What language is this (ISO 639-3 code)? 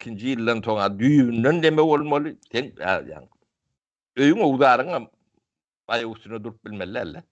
tuk